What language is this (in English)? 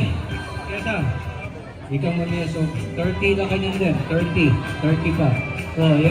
Pampanga